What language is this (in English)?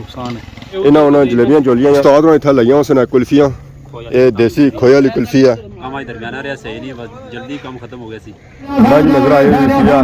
Pahari-Potwari